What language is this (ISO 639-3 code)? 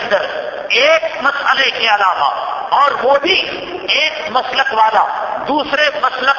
urd